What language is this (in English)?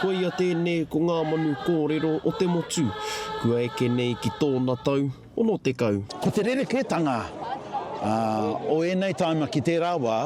Māori